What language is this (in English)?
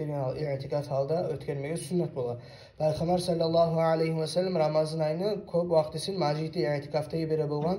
Kumyk